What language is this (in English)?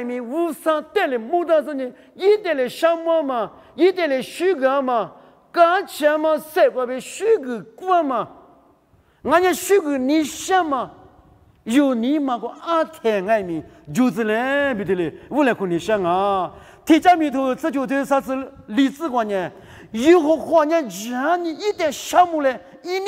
Lisu